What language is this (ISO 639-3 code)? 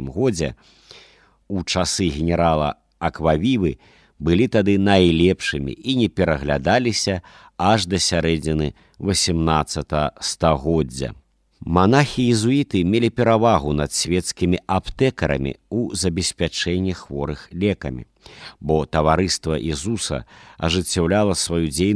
bel